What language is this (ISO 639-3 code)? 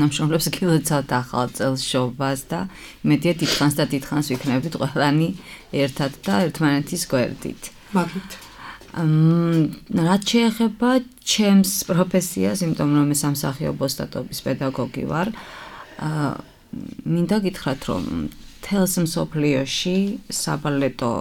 kat